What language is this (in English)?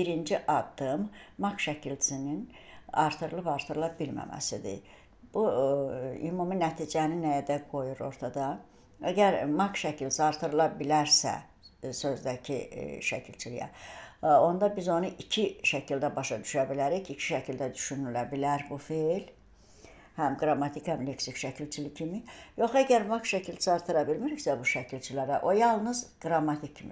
Azerbaijani